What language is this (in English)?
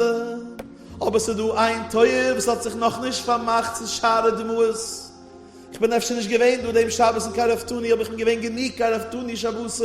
Yiddish